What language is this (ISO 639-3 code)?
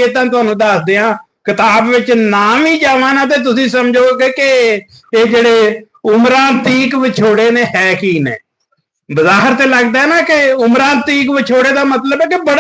lah